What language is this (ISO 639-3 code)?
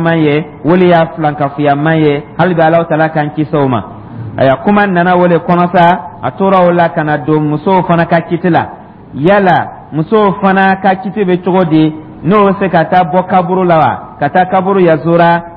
dyu